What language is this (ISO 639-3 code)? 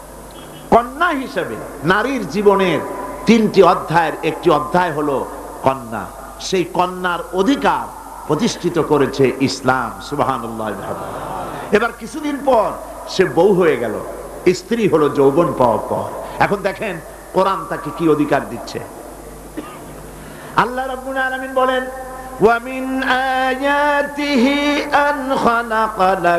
ben